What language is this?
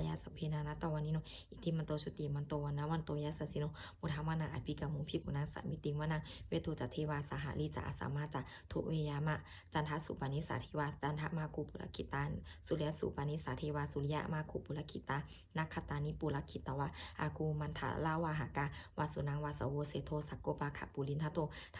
Pali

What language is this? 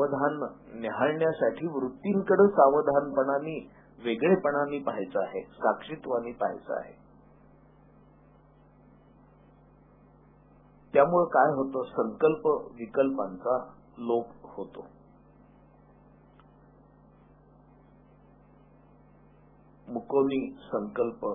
Marathi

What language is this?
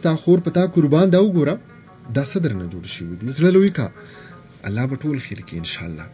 Pashto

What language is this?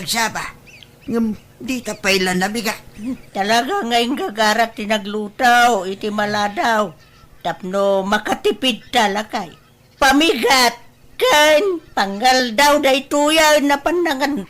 Iloko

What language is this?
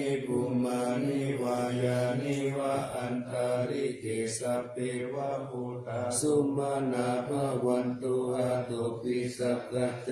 Pali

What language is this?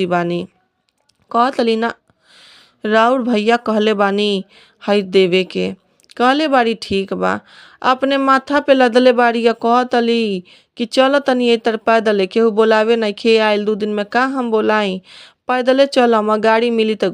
Bhojpuri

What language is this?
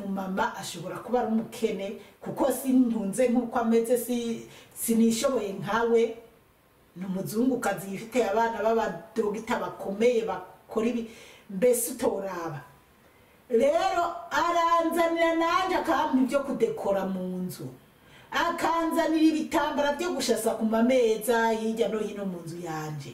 Rundi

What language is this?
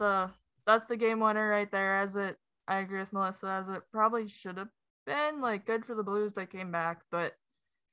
English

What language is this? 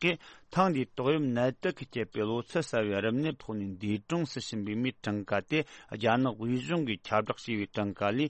Tibetan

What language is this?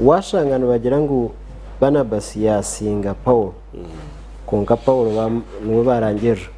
Nyankole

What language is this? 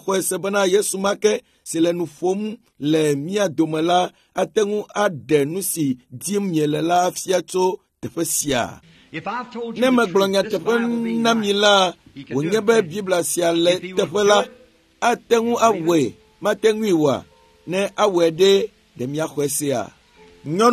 Ewe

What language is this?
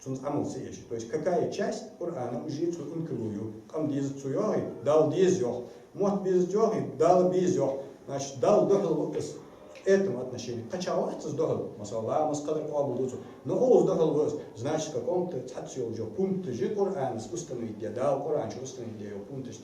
Ingush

